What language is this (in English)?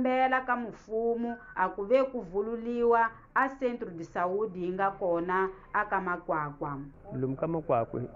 Tsonga